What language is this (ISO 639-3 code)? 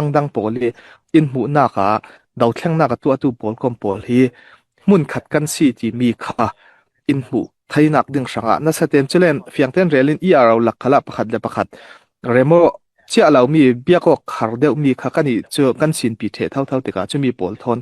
cfm